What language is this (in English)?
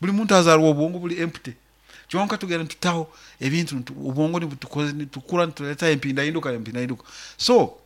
Nyoro